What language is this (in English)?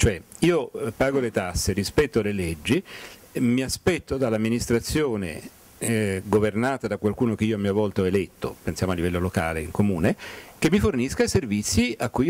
Italian